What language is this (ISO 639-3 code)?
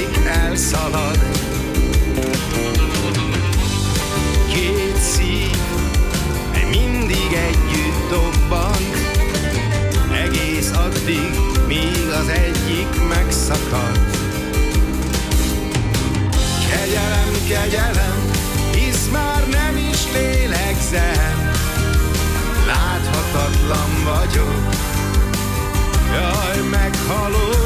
hun